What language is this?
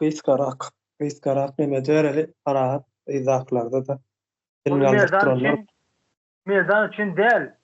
Turkmen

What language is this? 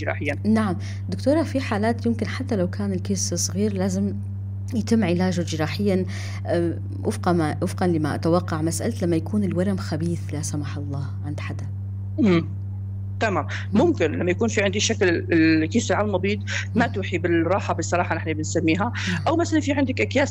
North Levantine Arabic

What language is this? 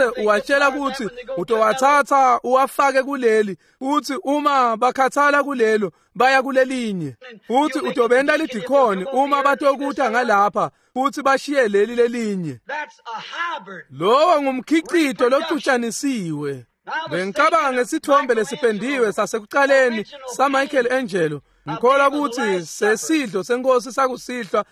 Swati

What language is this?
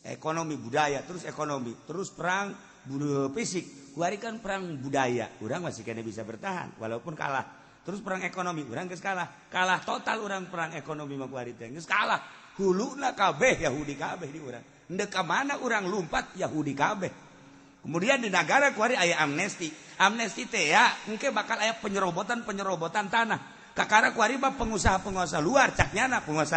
Sundanese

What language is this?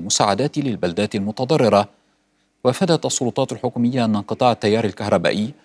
Arabic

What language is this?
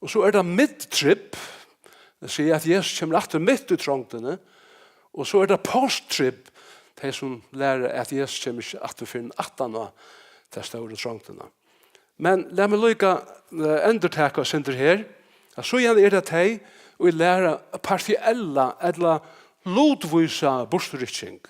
Faroese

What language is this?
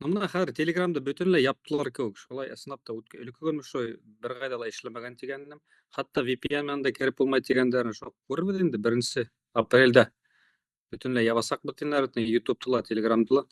Bashkir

